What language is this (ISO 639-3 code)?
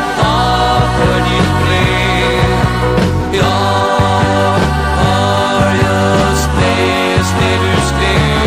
swe